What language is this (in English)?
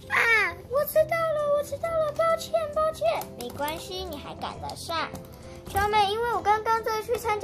Chinese